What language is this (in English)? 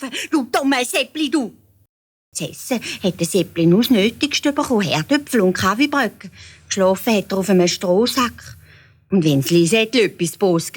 Swiss German